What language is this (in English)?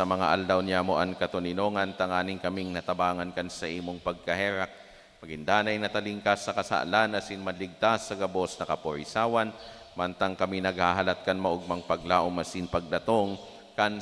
Bikol